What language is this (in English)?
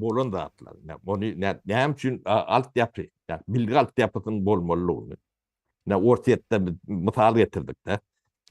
Turkmen